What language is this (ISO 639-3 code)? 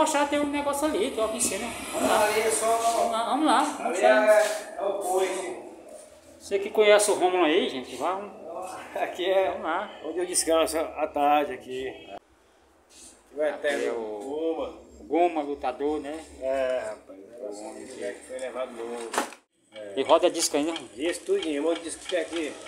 por